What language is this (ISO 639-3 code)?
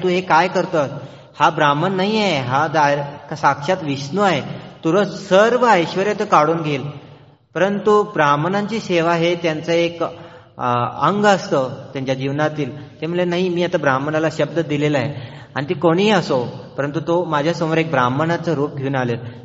mar